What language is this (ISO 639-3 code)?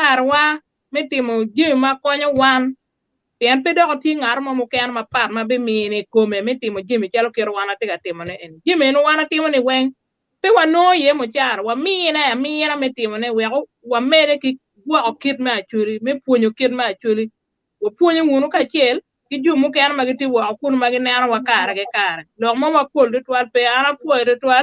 ach